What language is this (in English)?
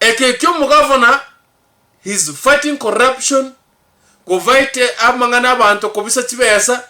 Gusii